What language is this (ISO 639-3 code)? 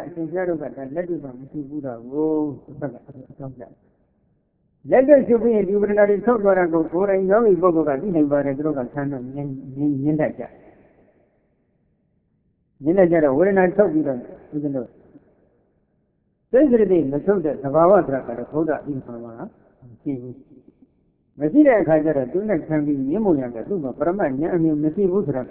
mya